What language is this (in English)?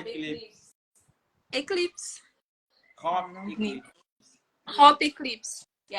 Kabuverdianu